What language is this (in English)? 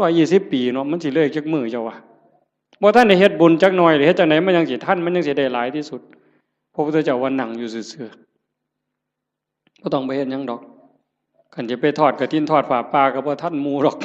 Northeastern Thai